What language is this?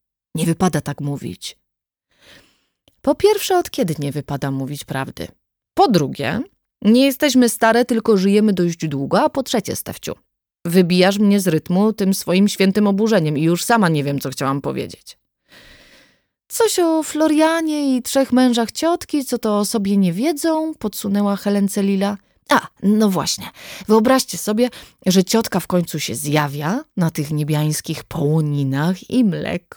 Polish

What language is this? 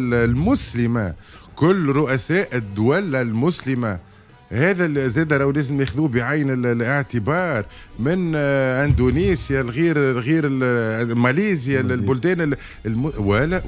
Tunisian Arabic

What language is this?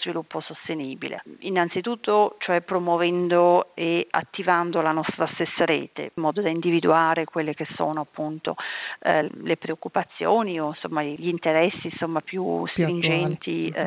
Italian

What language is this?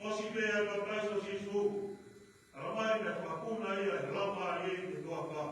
Tongan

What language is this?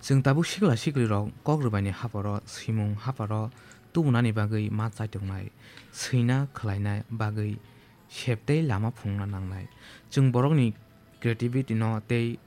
Kok Borok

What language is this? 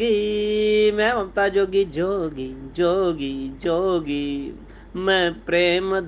Dogri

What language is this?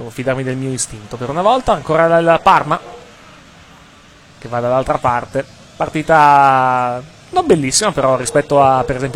Italian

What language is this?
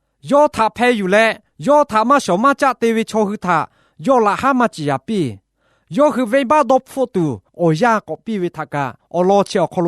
Lahu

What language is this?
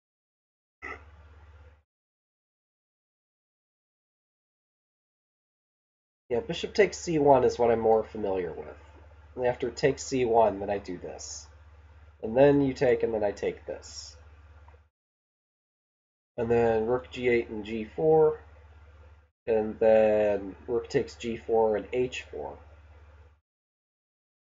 English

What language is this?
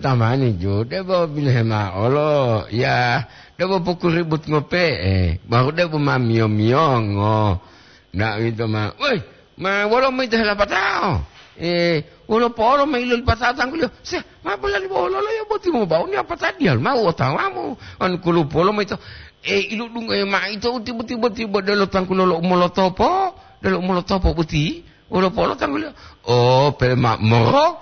Gorontalo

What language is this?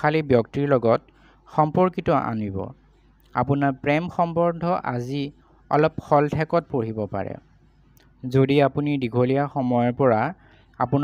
Assamese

